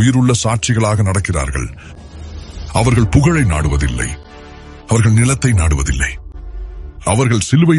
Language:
Tamil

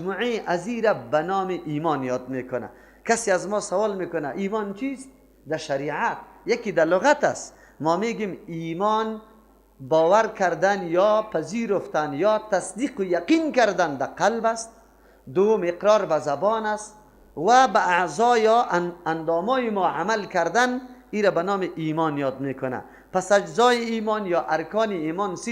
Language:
Persian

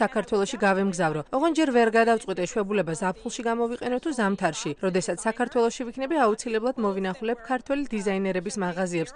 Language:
Georgian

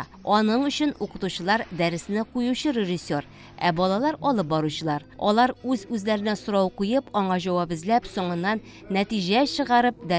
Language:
Tatar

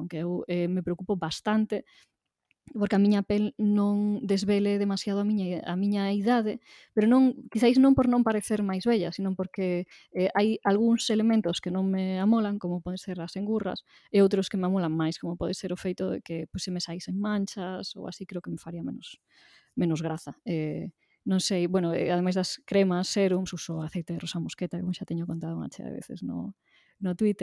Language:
Galician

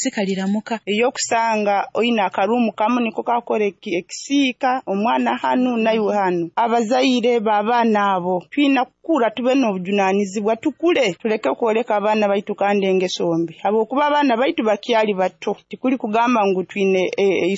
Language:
Nyoro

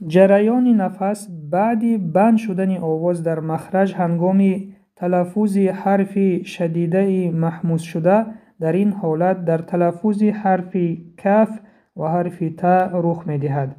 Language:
Tajik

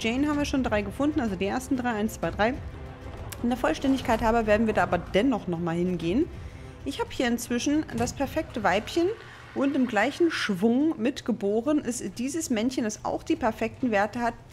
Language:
German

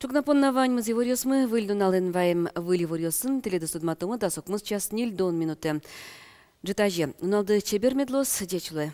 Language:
Udmurt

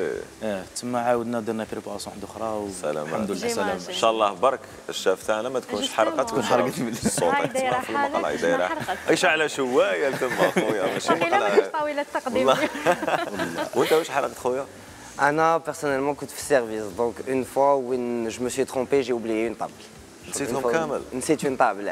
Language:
Algerian Arabic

